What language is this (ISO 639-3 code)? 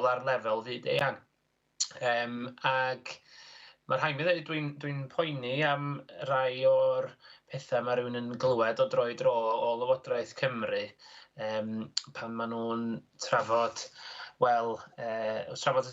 cym